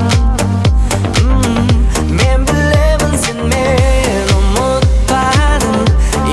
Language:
Kazakh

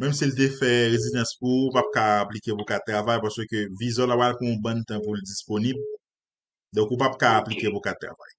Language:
Haitian Creole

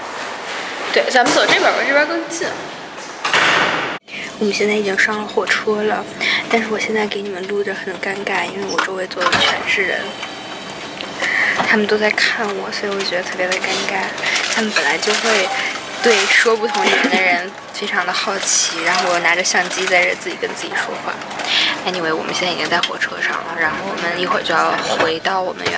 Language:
Chinese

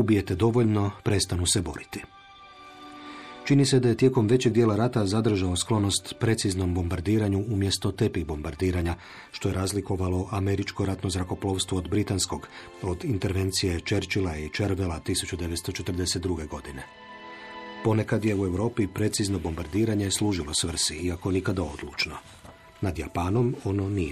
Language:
Croatian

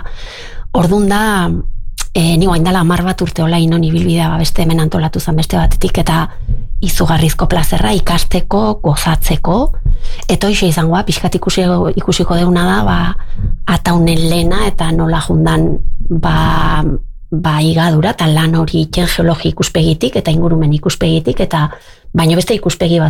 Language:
Basque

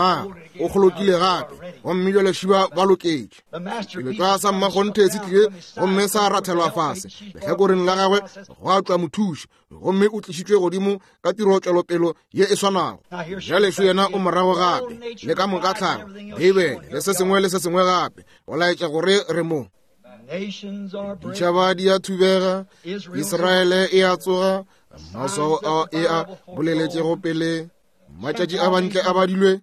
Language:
Northern Sotho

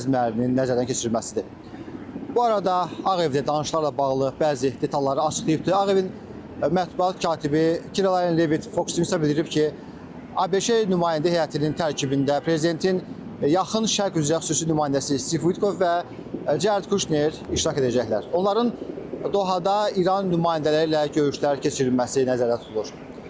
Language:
Azerbaijani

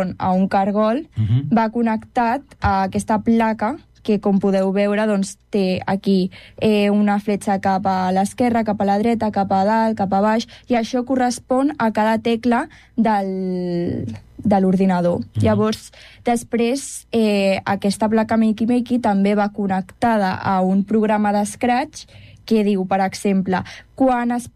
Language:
Catalan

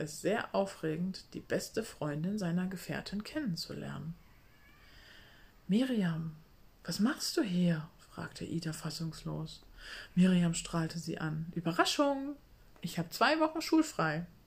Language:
German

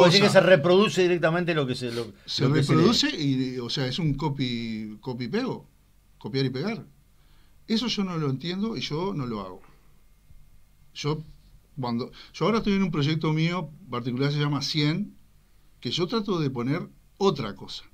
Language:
Spanish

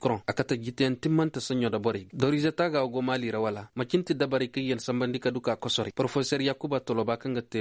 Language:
Koyraboro Senni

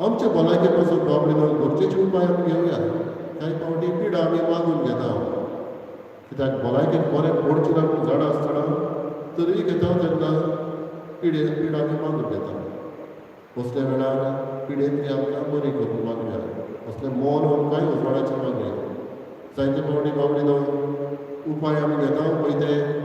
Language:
Konkani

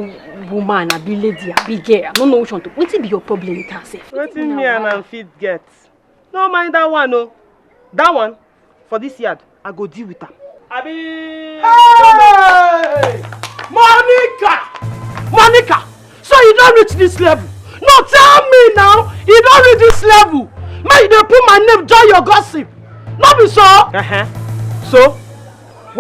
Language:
Nigerian Pidgin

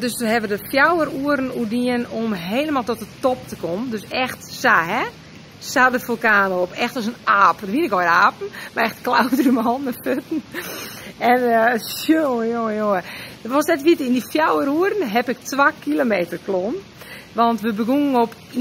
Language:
Western Frisian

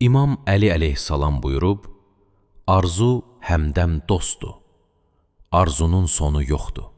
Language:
Azerbaijani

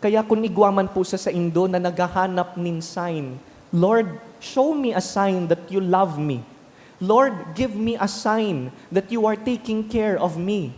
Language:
Bikol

